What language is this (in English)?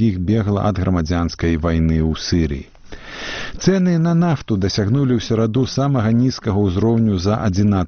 Belarusian